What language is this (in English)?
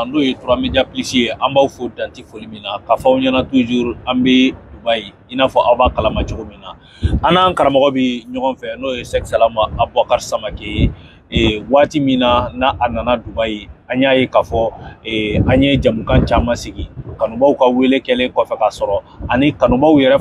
Bambara